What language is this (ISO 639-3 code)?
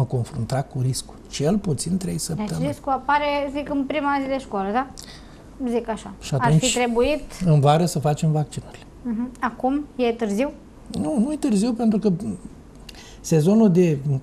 ron